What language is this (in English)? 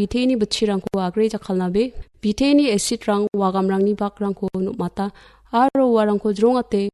Garo